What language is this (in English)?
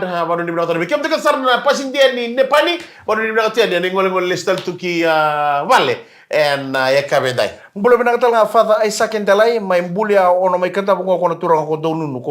Fijian